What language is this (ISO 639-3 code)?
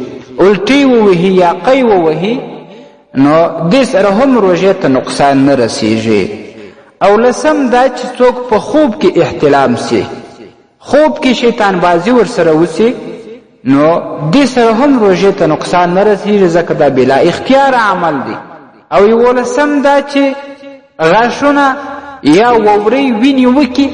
pus